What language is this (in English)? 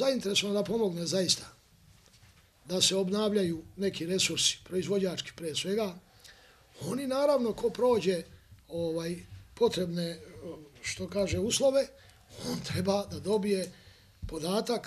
Serbian